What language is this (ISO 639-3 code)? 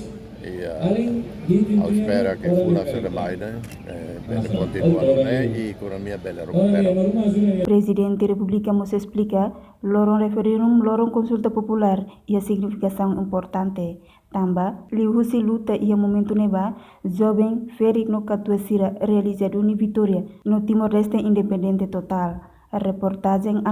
tet